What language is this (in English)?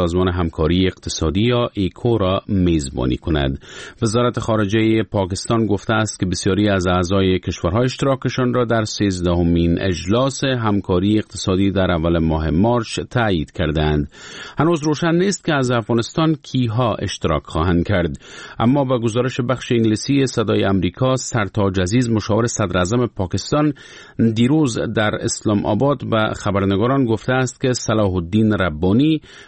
Persian